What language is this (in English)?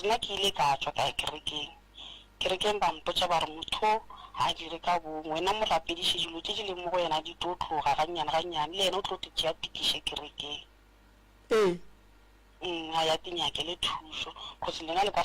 Northern Sotho